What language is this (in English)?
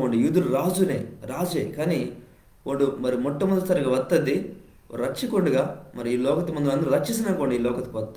Koya